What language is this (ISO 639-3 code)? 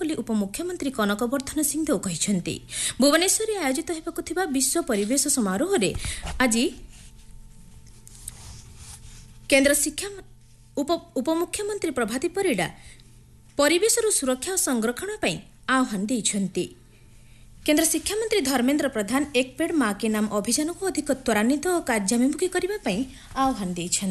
ori